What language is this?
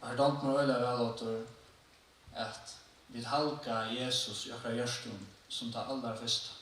Faroese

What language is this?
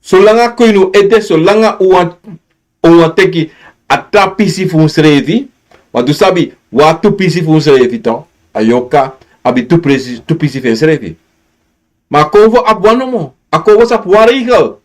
Sranan Tongo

